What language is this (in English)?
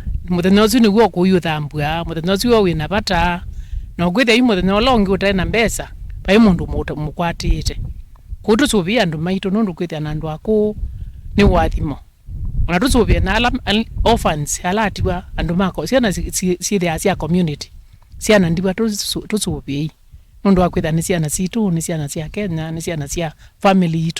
Kamba